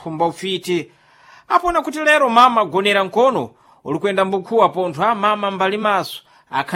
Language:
Sena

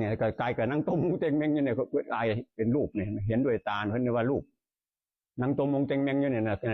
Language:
Northeastern Thai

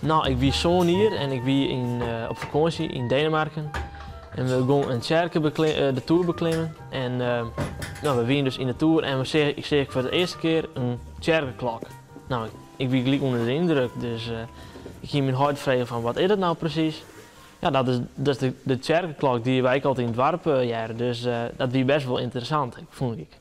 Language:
Western Frisian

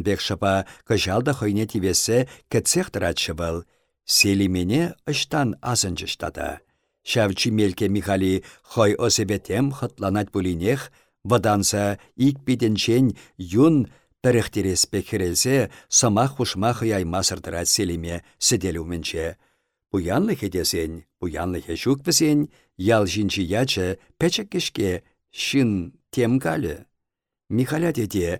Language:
Chuvash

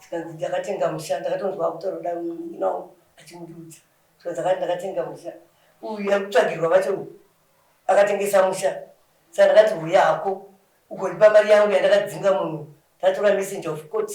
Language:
Shona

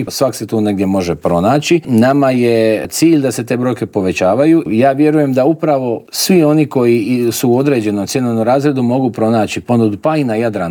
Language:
Croatian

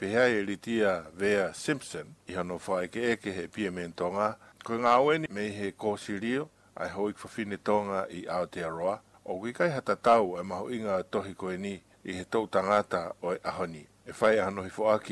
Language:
Tongan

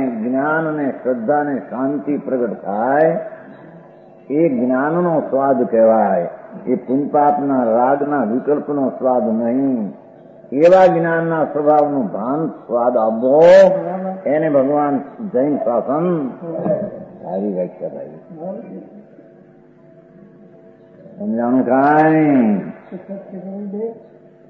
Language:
Gujarati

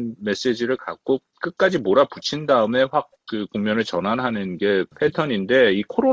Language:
Korean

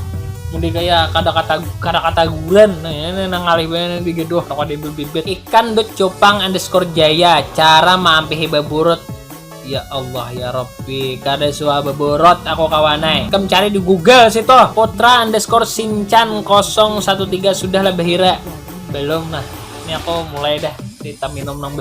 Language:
Banjar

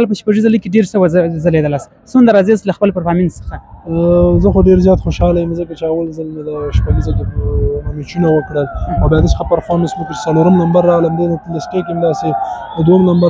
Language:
Pashto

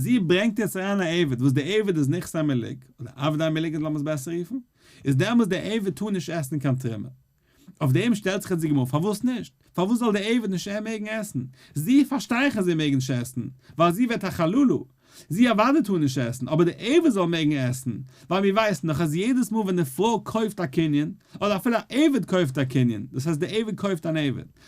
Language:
Yiddish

